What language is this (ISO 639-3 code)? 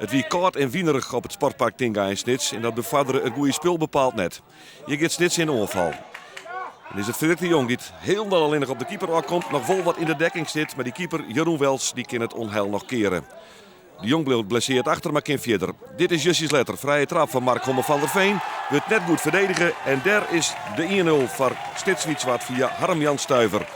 fry